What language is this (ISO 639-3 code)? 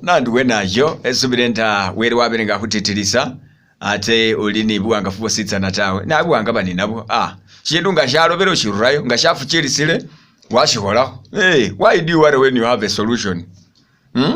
myx